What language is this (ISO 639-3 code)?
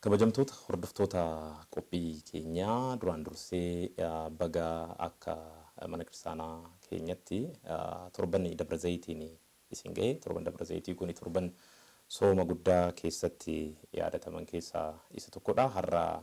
orm